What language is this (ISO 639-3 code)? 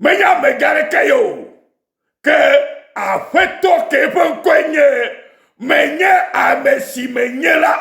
ewe